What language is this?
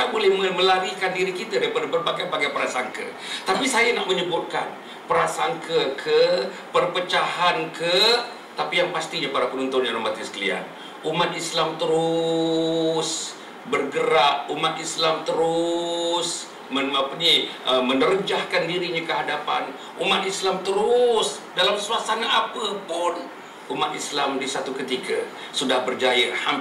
Malay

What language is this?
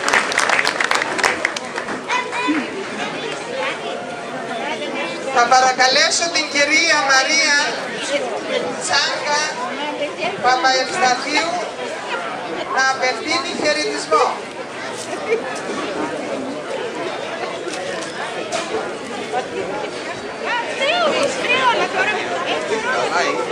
Greek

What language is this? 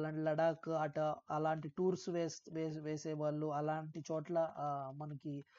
Telugu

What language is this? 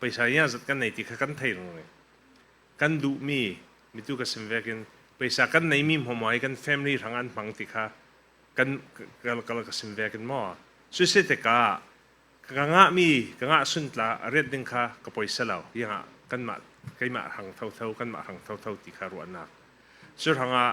Falam Chin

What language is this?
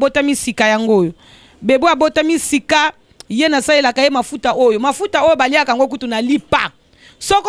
Lingala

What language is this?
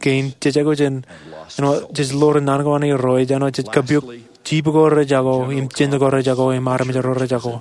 Marshallese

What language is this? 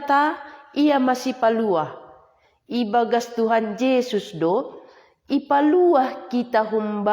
Batak Simalungun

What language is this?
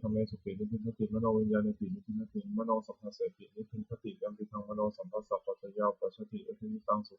Pali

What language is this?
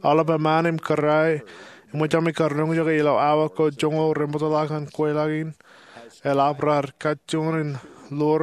Marshallese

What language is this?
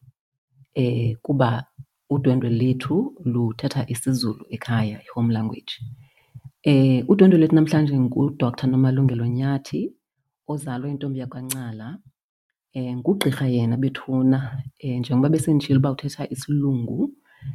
Xhosa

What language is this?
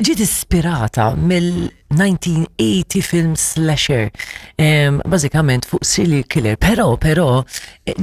Maltese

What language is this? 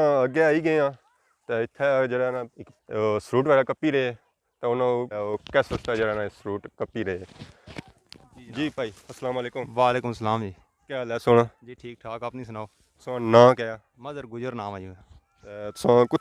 Pahari-Potwari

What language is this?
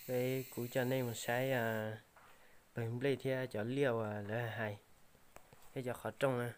Hmong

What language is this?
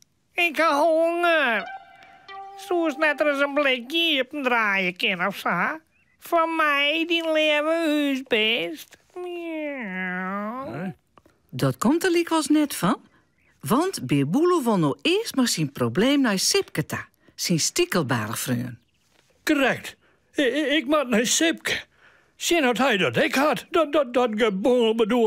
Western Frisian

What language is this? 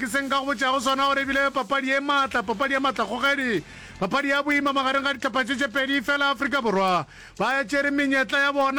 Northern Sotho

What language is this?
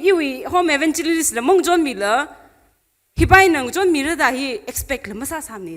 Tangkhul Naga (India)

